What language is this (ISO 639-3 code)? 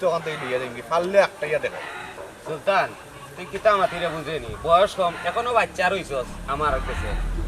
syl